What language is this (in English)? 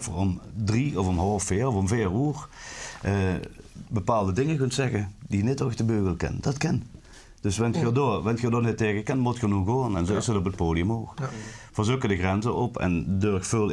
Limburgish